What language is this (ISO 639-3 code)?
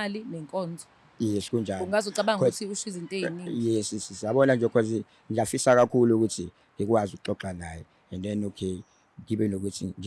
zul